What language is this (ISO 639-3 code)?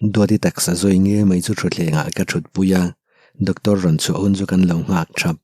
lus